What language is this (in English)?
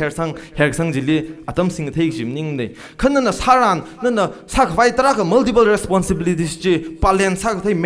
Tangkhul Naga (India)